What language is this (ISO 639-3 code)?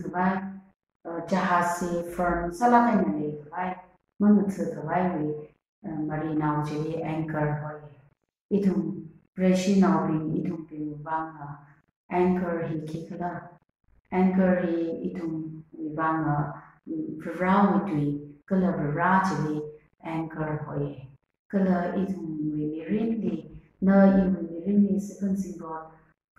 nmf